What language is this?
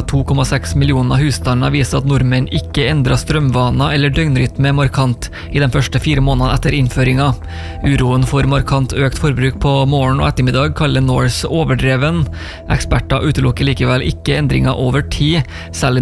Norwegian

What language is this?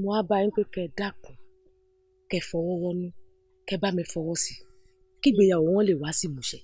Yoruba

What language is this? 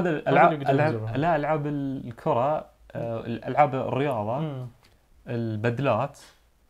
Najdi Arabic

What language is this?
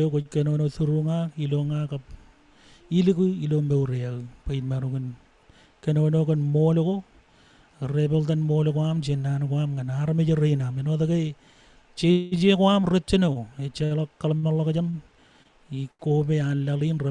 Marshallese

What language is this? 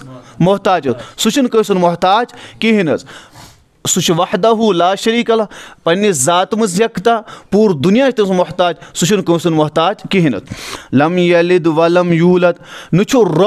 Kashmiri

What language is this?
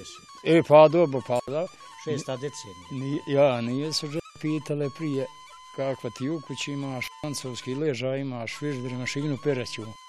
Bosnian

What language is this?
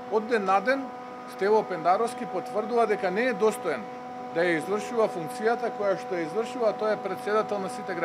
Macedonian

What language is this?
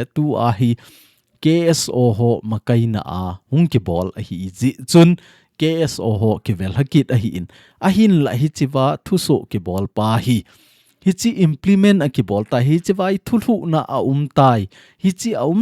Thado Chin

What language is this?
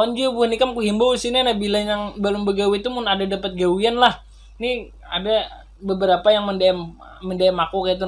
Banjar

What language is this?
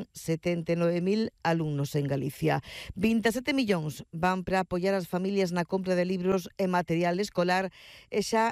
Galician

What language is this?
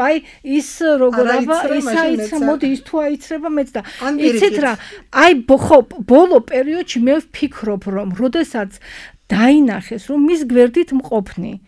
Georgian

